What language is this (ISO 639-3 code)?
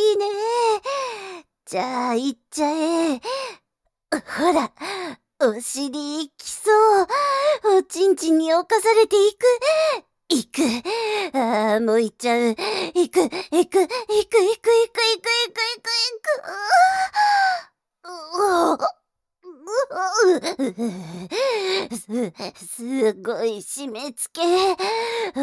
jpn